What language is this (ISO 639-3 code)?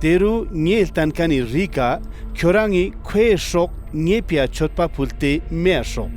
lbj